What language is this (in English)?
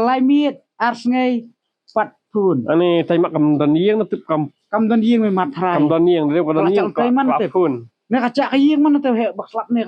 Khasi